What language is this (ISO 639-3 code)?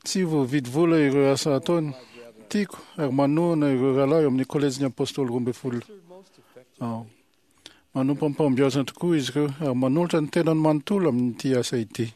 mlg